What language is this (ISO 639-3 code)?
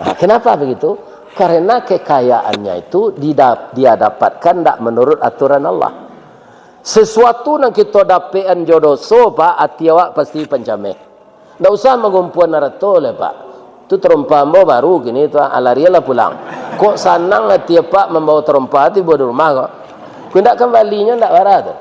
min